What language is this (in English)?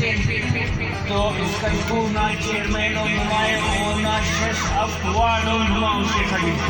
Brahui